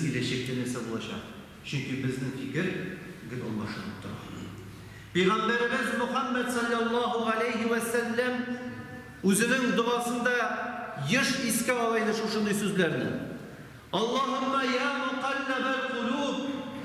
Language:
Tatar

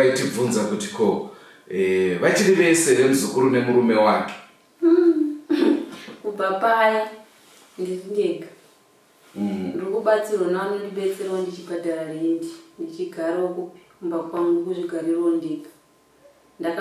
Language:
Shona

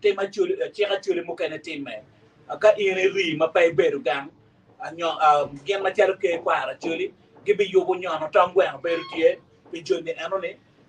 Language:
Acoli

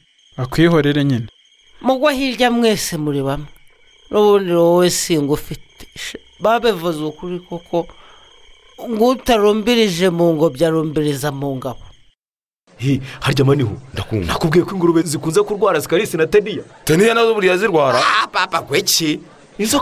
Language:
Kinyarwanda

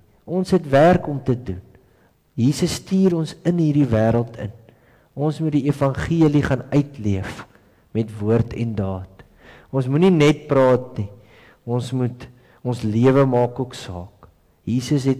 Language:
Afrikaans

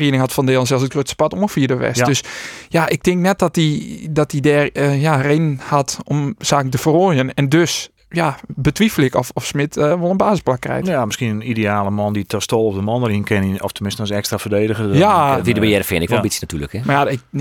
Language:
Western Frisian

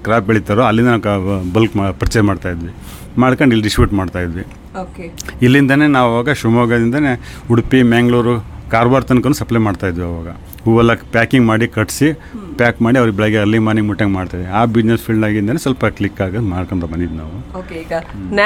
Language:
Kannada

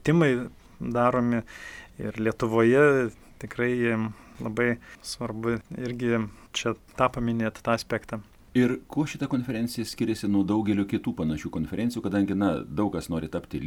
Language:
Lithuanian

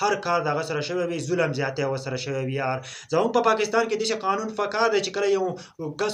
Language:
Pashto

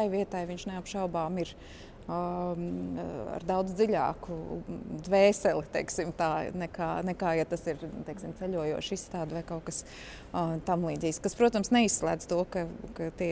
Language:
Latvian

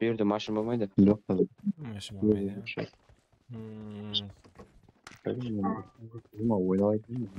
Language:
Kara-Kalpak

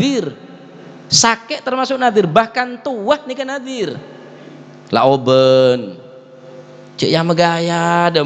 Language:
Madurese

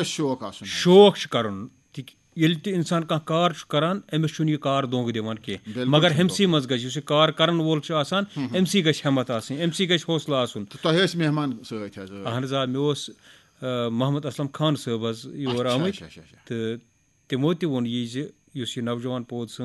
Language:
Kashmiri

